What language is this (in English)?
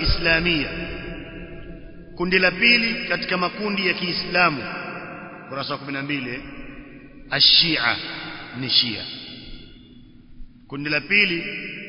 Swahili